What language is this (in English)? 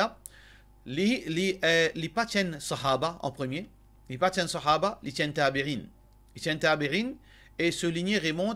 Morisyen